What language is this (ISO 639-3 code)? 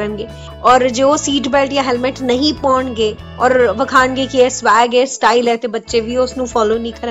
pan